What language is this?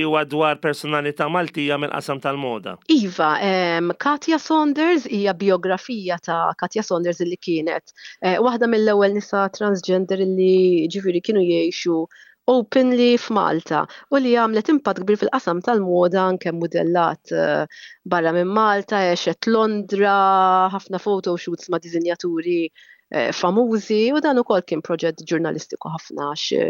Maltese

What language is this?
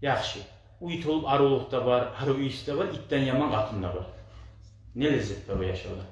Kumyk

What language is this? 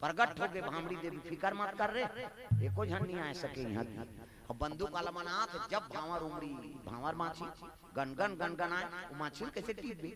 Chhattisgarhi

